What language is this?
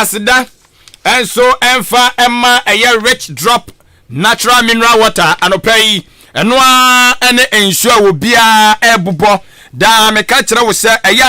Akan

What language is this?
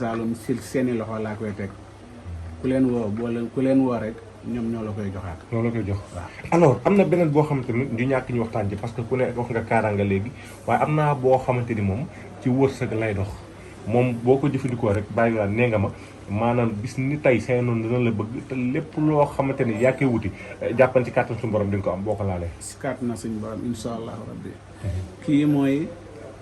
Wolof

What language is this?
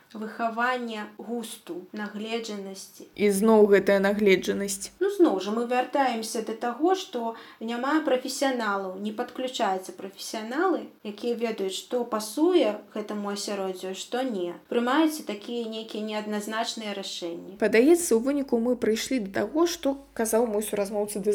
Belarusian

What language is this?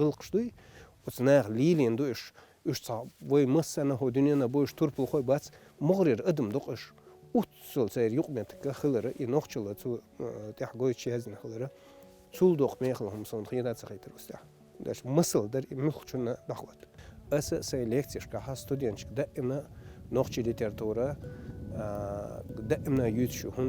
Chechen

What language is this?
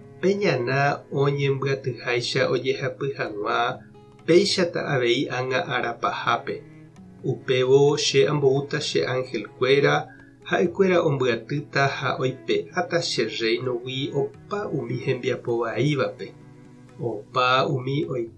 Guarani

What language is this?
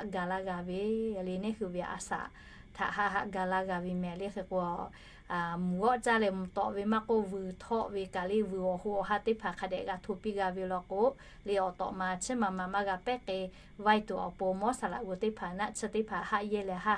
Lahu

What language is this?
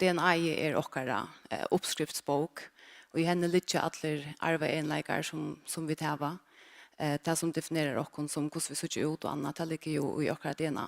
Faroese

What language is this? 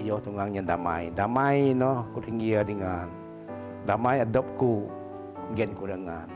Biatah Bidayuh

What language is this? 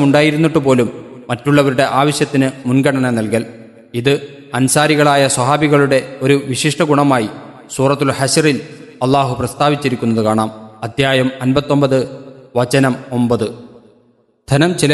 Malayalam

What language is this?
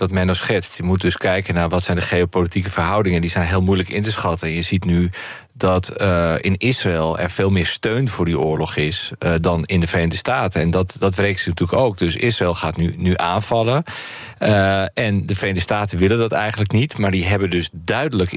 Dutch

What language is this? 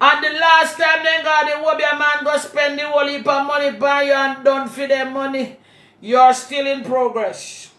Jamaican Creole English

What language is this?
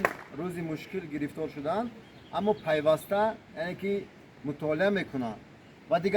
Tajik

